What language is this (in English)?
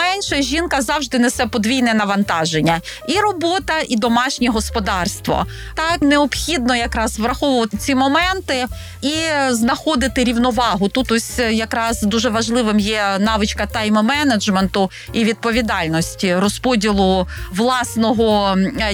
Ukrainian